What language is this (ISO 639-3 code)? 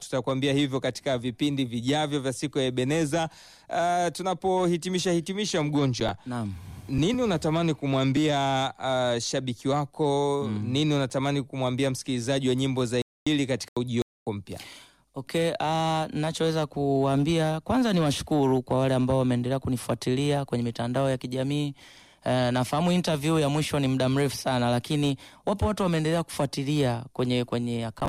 swa